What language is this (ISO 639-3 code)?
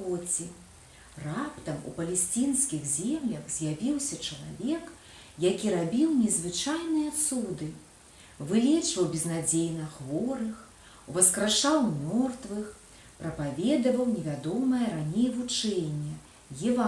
bel